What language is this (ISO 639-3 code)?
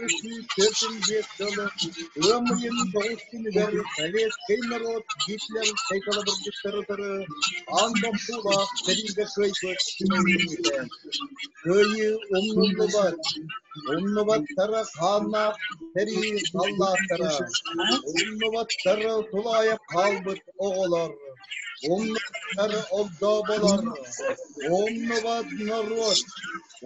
sah